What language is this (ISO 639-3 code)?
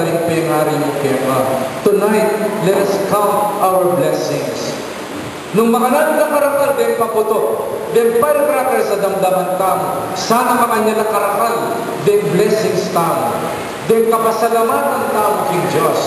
pam